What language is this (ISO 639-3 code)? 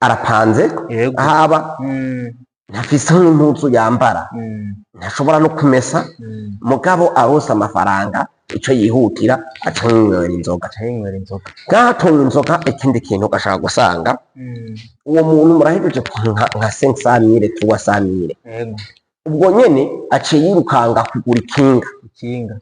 run